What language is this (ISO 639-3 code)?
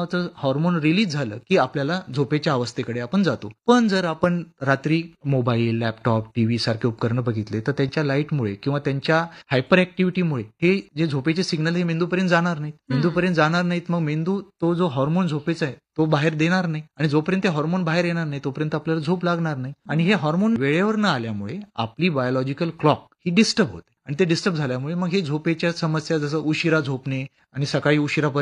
mar